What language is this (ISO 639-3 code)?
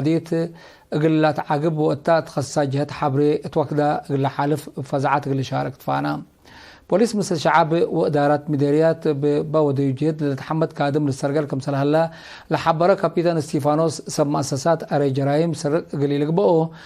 tig